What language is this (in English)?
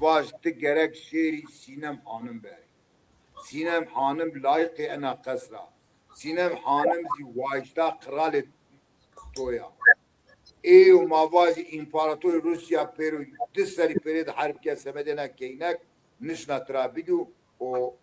Zaza